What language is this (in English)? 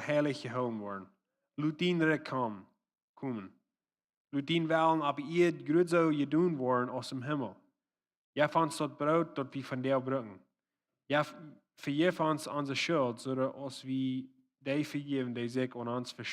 Plautdietsch